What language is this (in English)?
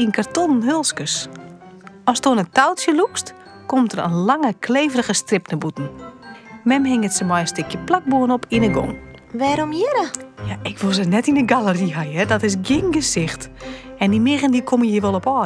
Western Frisian